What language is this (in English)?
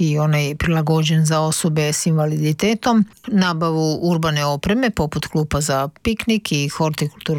Croatian